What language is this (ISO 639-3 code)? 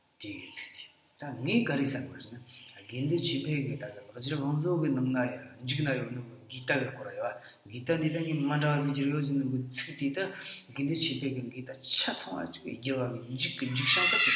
bod